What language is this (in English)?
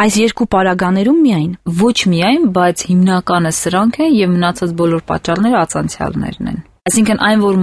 Armenian